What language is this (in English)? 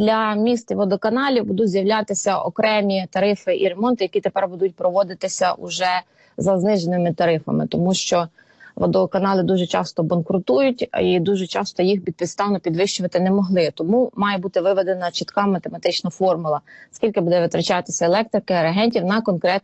Ukrainian